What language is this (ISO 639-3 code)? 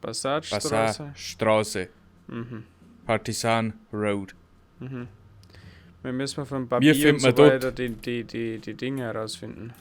bar